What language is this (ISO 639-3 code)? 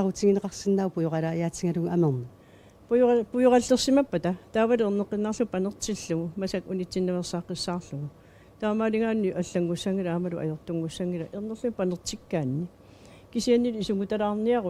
kal